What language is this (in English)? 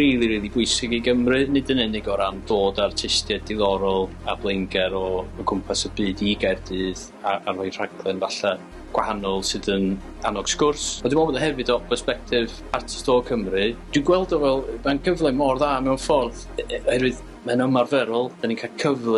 Welsh